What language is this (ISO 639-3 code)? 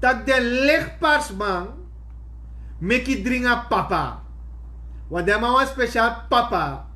srn